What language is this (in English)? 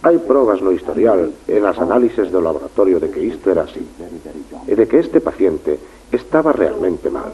Galician